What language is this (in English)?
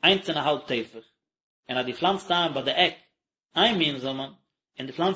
Yiddish